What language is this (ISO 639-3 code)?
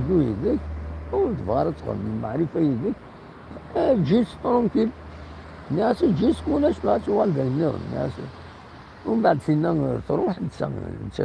kab